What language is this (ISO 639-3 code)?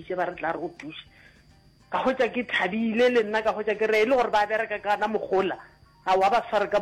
nso